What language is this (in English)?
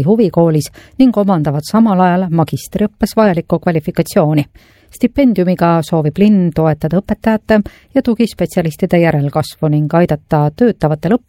Estonian